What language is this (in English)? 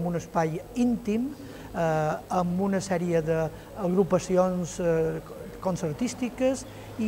Catalan